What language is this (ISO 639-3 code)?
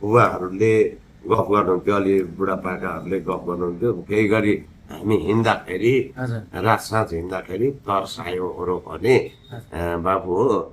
nep